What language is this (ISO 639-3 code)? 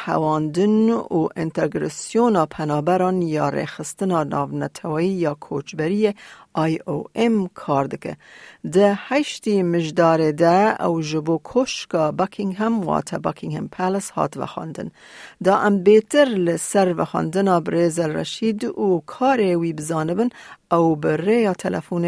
kur